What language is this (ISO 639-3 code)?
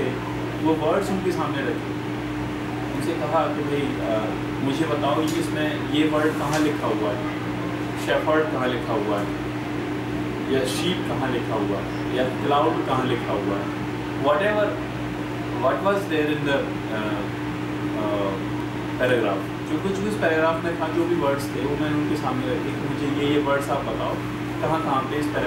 hin